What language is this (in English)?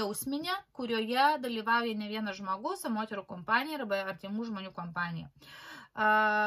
Lithuanian